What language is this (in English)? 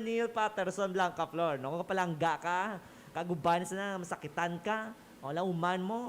Hiligaynon